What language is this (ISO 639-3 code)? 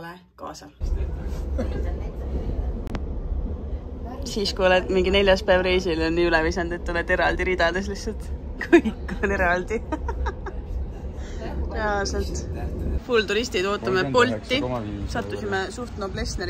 est